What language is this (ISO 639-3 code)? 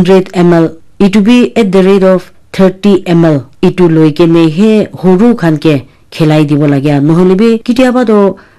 nag